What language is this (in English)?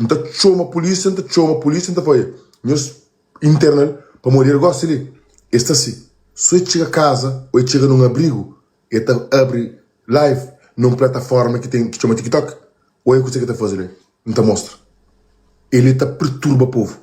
Kabuverdianu